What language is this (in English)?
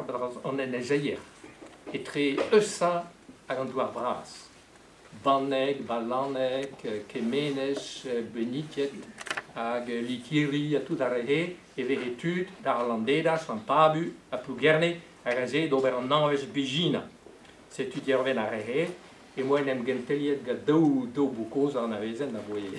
Breton